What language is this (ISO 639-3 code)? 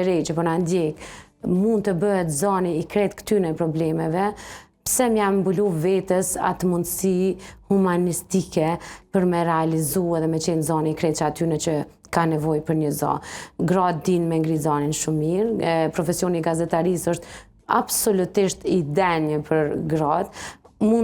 sqi